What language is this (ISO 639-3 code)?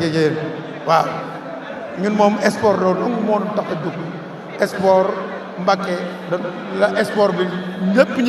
wol